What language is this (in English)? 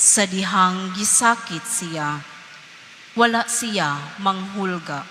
Cebuano